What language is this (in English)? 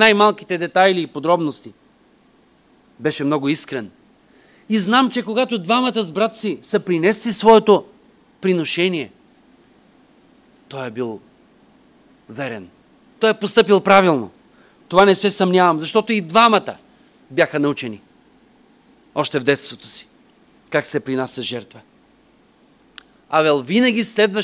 Bulgarian